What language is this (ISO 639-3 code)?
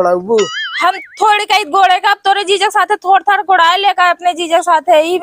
awa